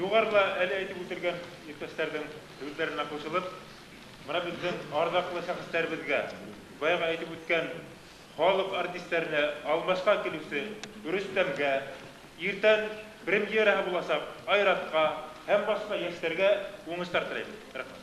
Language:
Bashkir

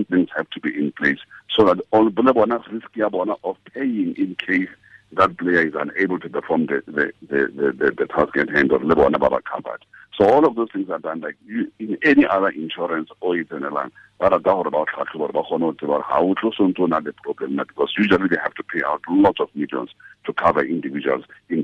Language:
Tswana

